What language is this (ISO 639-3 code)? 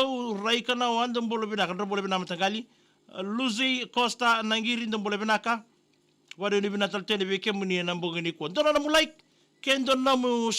fij